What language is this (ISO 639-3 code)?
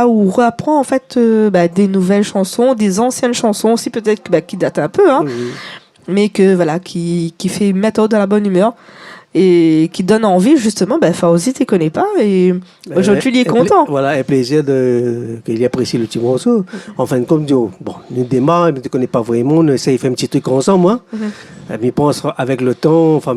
rcf